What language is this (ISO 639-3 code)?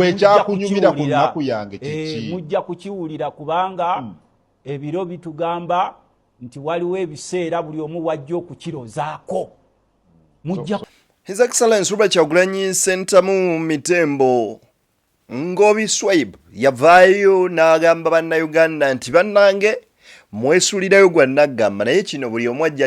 lug